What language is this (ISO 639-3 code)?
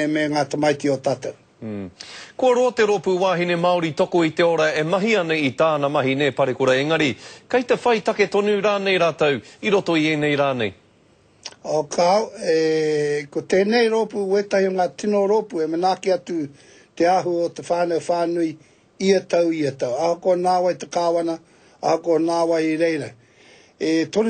mri